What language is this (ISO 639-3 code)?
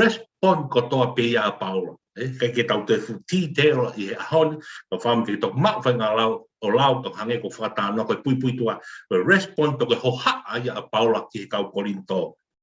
ton